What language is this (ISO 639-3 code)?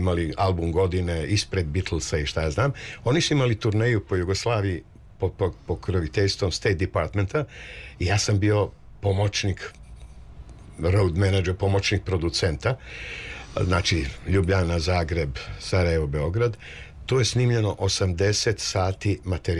srp